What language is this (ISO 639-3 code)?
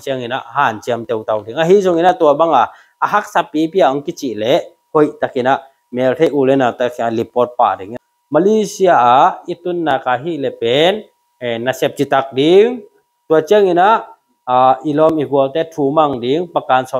ctd